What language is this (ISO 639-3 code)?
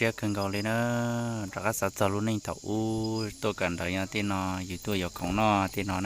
hmn